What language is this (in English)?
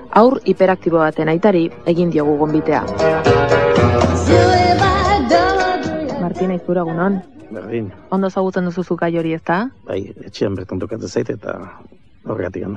Basque